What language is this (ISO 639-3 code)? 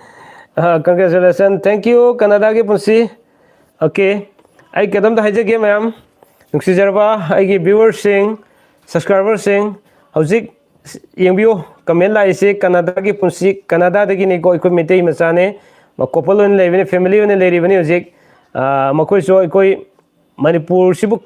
mni